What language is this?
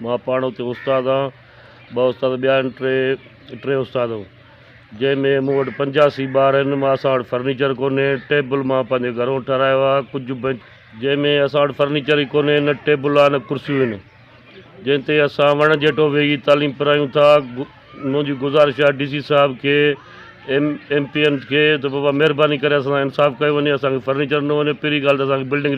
Sindhi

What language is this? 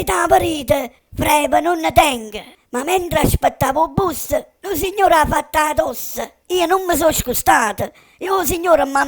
Neapolitan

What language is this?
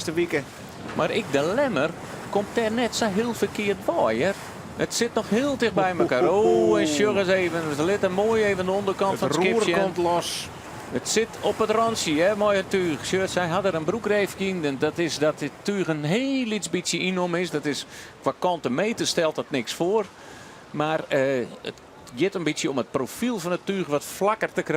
Western Frisian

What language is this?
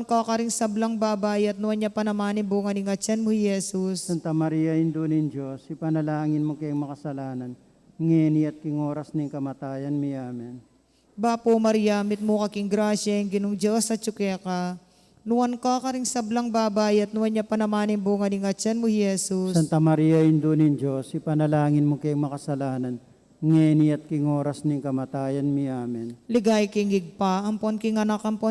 Pampanga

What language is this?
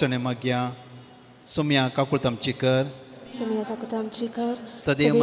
Konkani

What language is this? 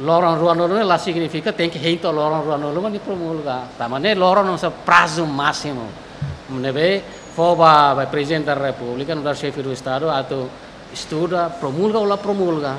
Tetum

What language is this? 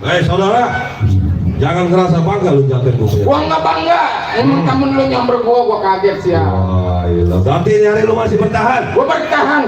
Betawi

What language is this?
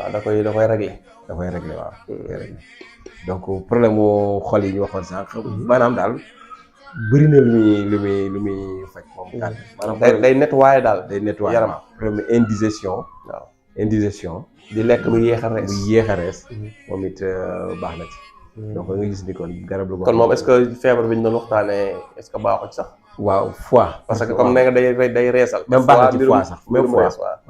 Wolof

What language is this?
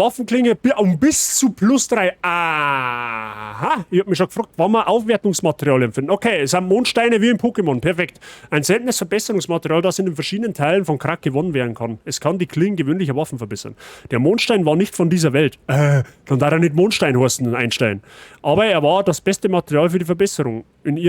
Bavarian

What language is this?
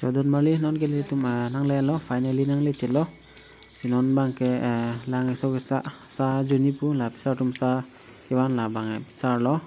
Karbi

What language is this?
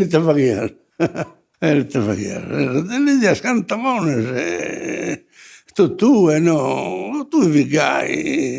Sardinian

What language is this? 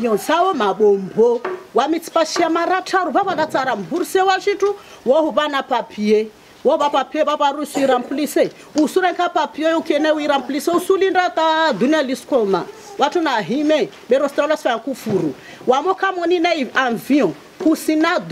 Swahili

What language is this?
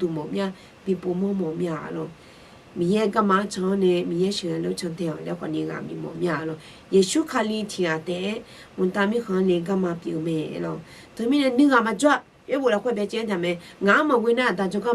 Akha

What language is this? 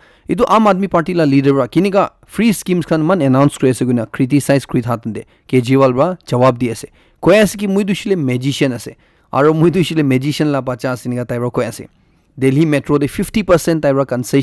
Naga Pidgin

